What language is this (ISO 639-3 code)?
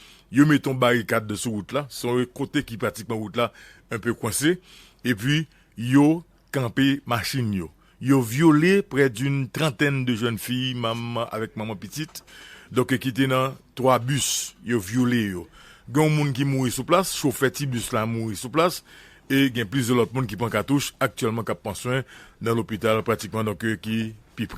hat